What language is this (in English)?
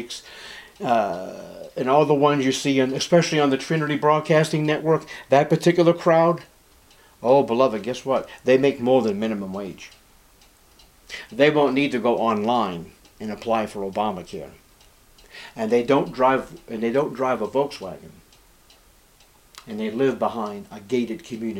English